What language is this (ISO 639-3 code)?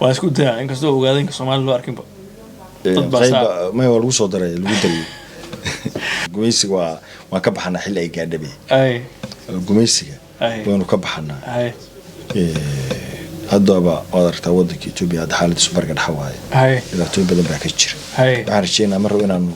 som